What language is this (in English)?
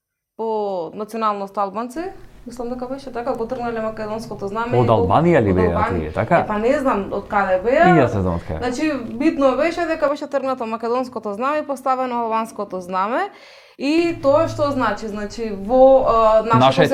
Macedonian